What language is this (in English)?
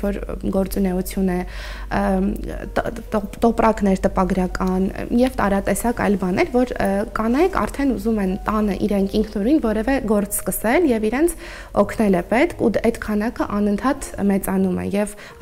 Armenian